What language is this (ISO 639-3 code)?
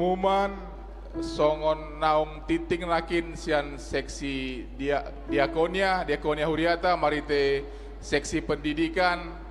bbc